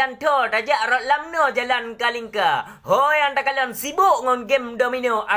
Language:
Achinese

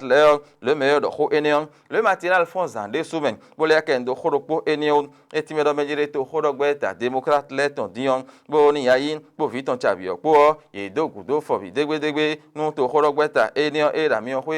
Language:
Fon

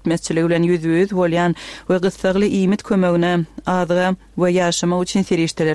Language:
Turkmen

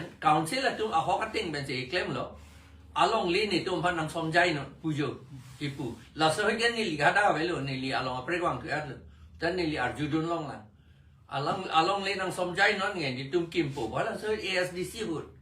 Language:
Karbi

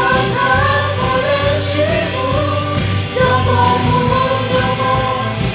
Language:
Lahu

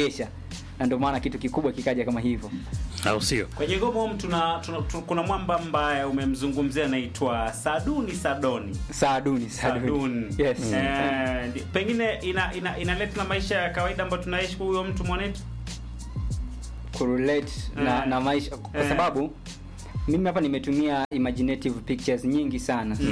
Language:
Swahili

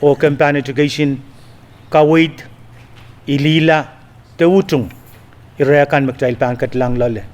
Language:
Pohnpeian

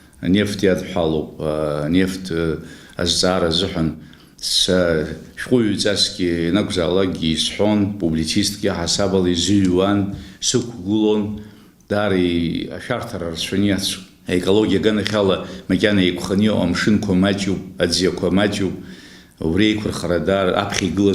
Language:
Abkhazian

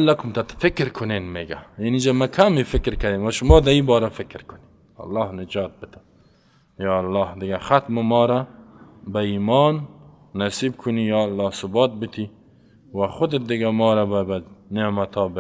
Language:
Persian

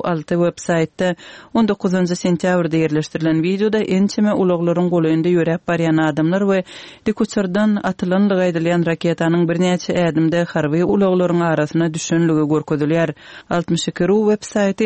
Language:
Kyrgyz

